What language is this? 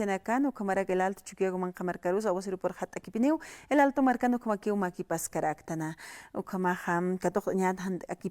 Aymara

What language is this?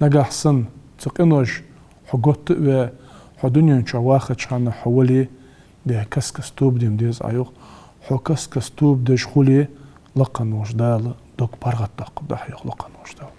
Ingush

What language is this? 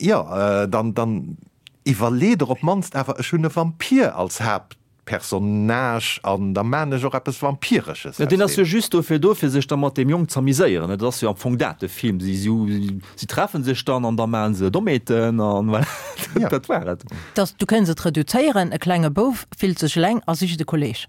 Luxembourgish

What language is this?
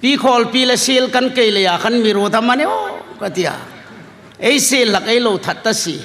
Hmar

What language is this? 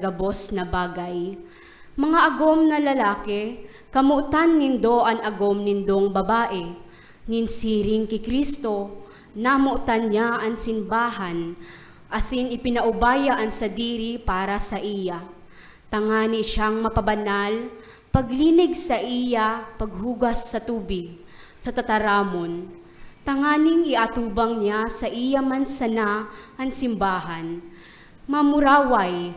Bikol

